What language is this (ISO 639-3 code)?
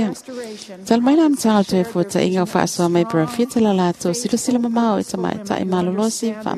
smo